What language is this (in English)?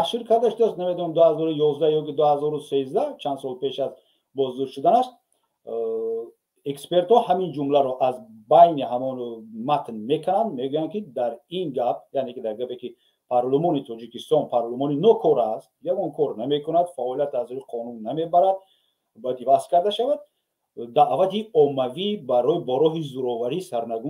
Tajik